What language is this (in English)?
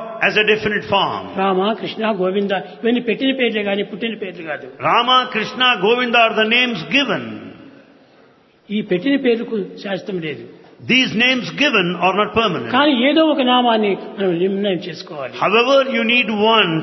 Telugu